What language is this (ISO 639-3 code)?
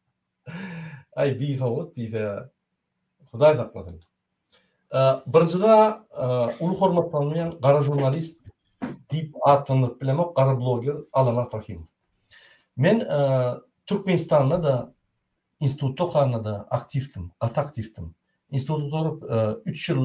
tuk